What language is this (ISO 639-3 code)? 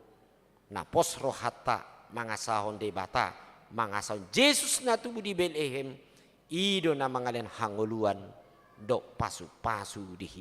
bbc